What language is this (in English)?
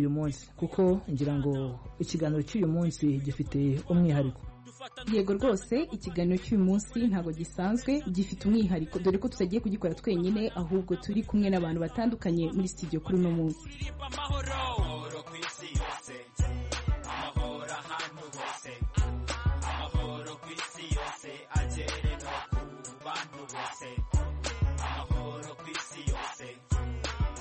Kinyarwanda